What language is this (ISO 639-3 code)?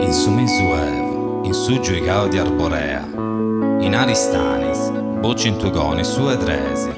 srd